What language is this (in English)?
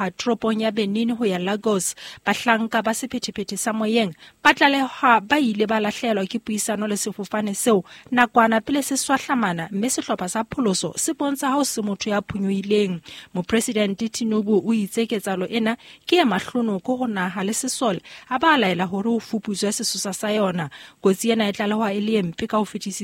Southern Sotho